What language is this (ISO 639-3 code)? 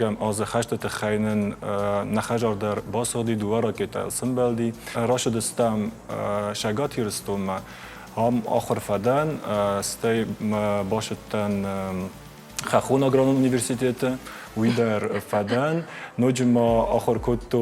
oss